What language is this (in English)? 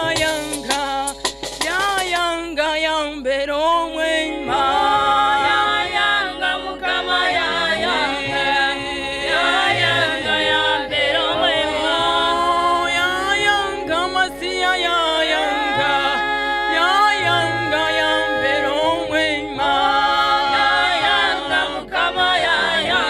Nyankole